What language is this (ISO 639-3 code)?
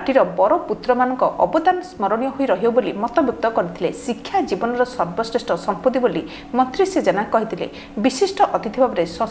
ori